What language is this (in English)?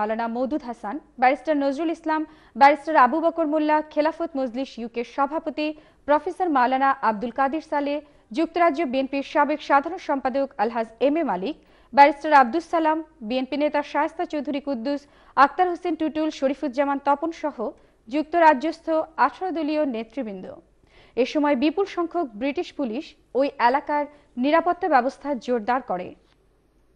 Bangla